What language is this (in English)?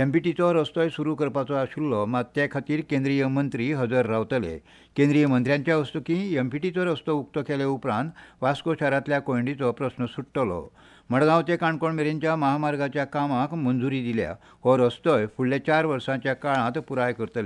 Konkani